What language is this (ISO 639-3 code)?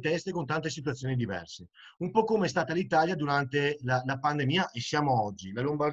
ita